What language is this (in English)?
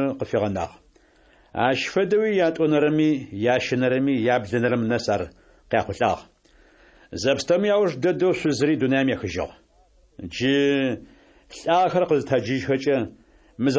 Adyghe